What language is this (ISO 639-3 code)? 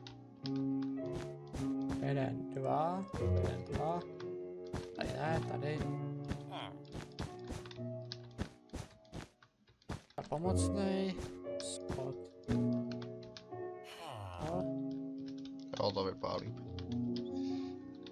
ces